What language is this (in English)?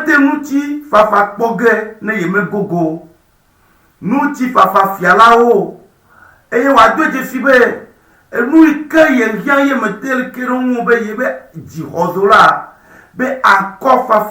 Ewe